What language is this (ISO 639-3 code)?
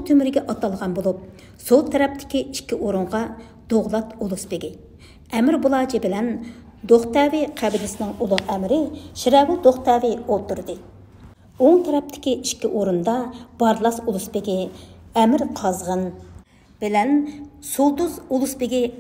uig